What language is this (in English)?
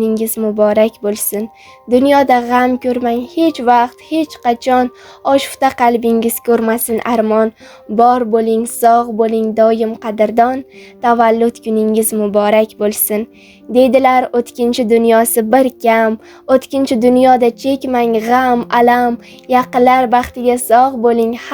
Uzbek